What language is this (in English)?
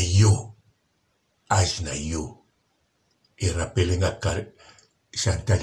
Lingala